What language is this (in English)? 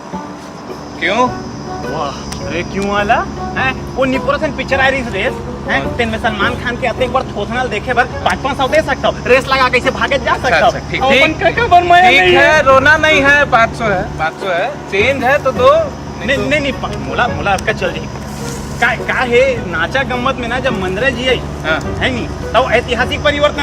Chhattisgarhi